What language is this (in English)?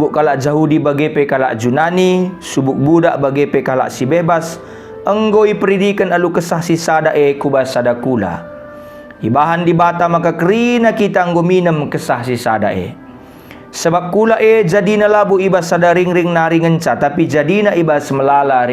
Batak Karo